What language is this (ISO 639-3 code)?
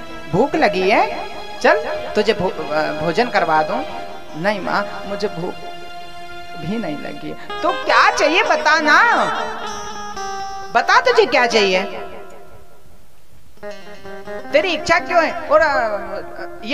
hin